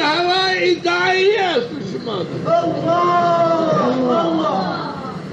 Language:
Zaza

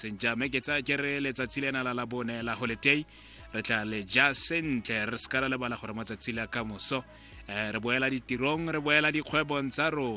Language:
Tswana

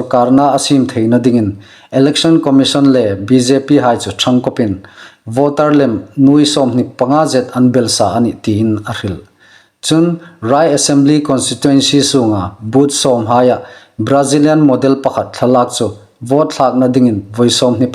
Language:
Hmar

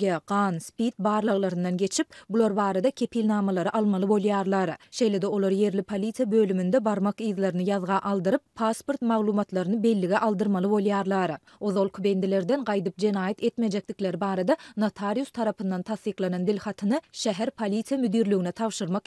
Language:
Turkmen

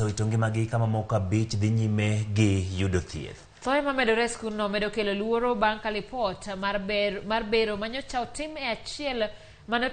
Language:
Luo (Kenya and Tanzania)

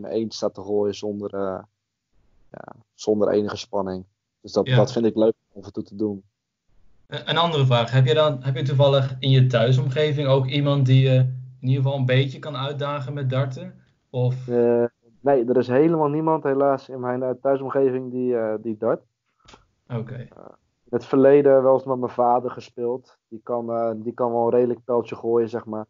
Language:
Dutch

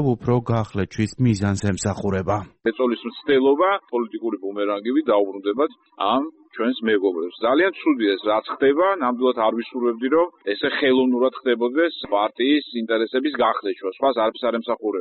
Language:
Georgian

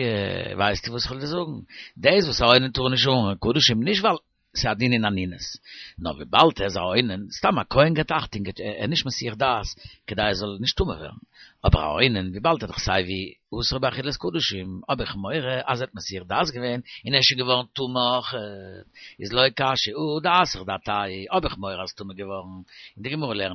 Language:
Yiddish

